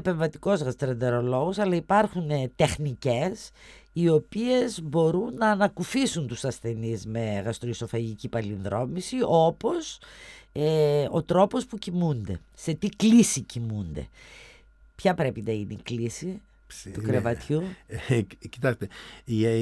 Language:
Greek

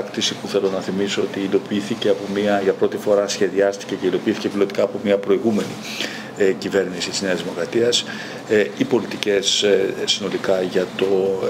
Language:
Greek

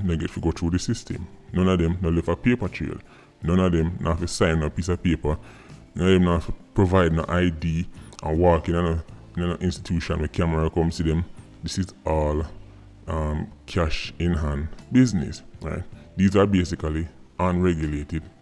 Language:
Jamaican Creole English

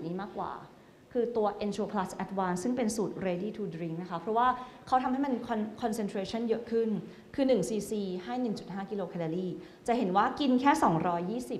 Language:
Thai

